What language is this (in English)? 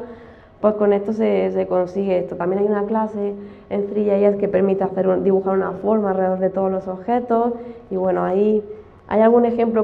Spanish